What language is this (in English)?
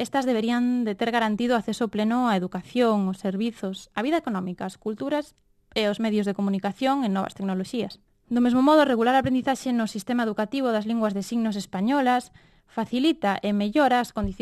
Galician